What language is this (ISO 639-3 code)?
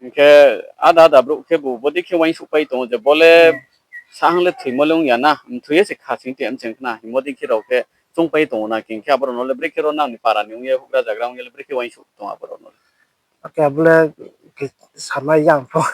ria